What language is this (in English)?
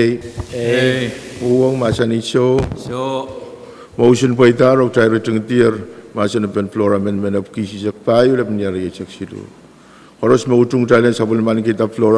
Pohnpeian